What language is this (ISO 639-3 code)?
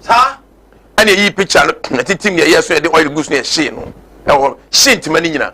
aka